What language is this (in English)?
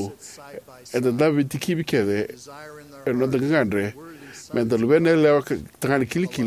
Fijian